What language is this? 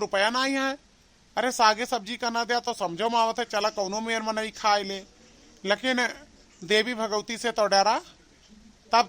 Awadhi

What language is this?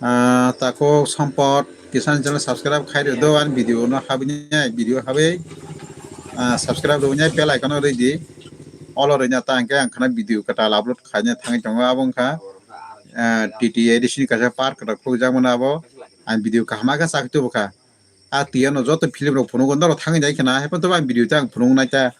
Kok Borok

